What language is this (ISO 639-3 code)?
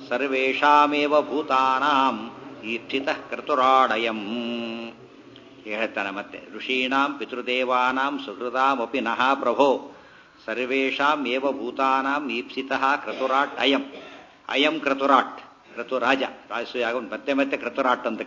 kan